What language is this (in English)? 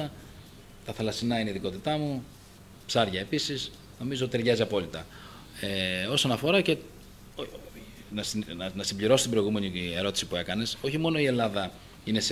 Greek